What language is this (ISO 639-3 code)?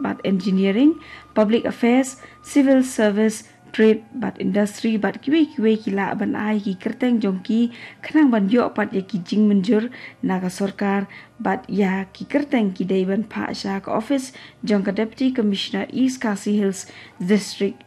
kha